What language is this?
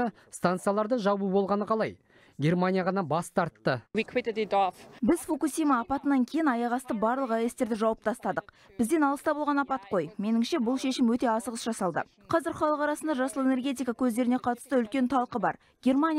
Kazakh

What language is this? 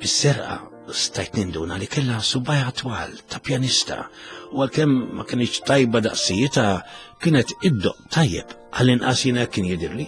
Maltese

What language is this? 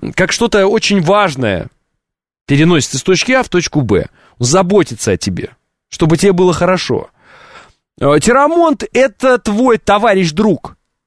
Russian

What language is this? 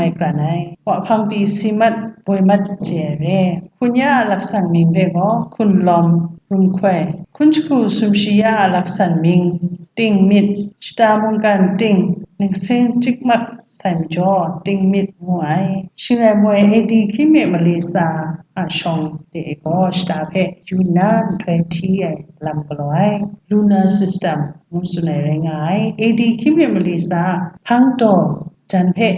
Kachin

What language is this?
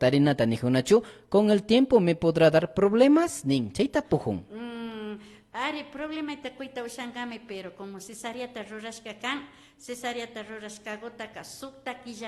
Imbabura Highland Quichua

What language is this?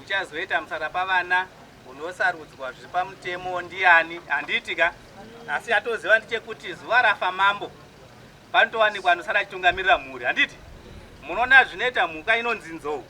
Shona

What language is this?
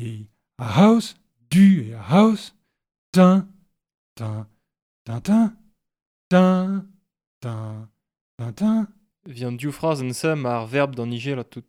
Breton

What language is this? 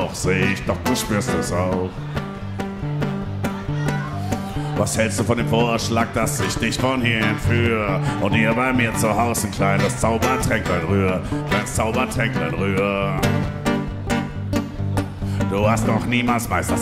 German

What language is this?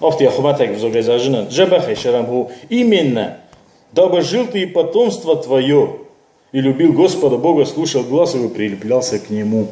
Ossetic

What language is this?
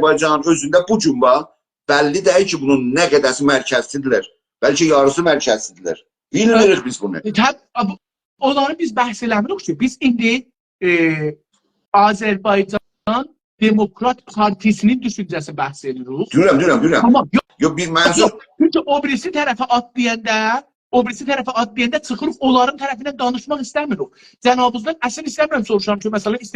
South Azerbaijani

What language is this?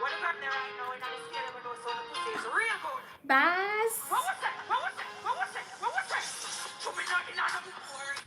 Jamaican Creole English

